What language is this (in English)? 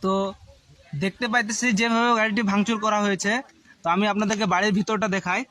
Santali